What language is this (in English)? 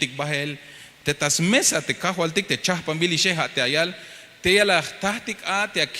Tzeltal